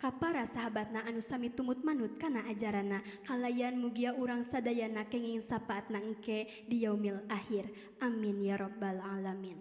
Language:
Sundanese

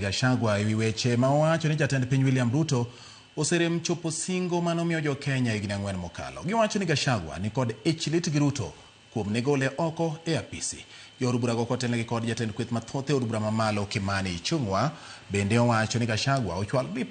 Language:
Luo (Kenya and Tanzania)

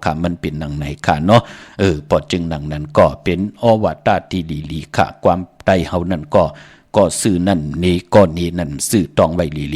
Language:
Shan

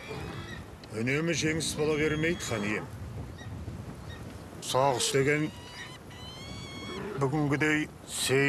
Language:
Kazakh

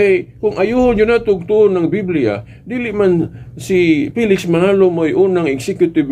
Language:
Cebuano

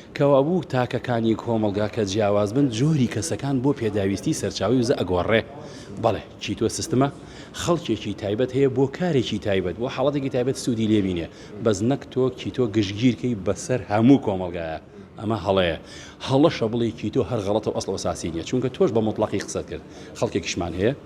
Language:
Central Kurdish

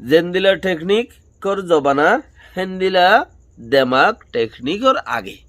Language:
Rohingya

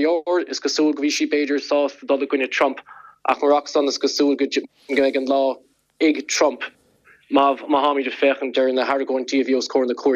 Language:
Irish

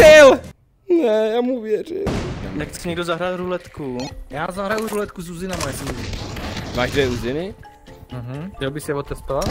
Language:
Czech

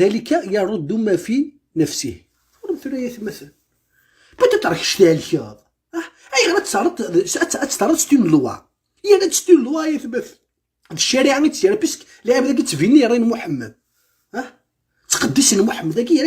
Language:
Kabyle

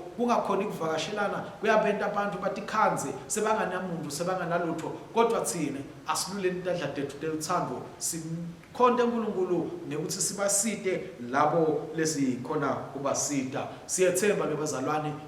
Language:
Swati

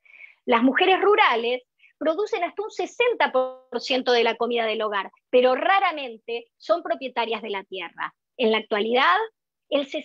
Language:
Spanish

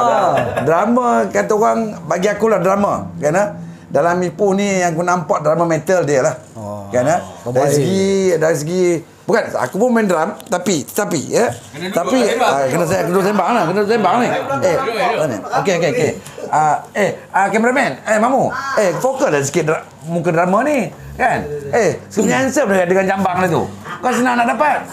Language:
Malay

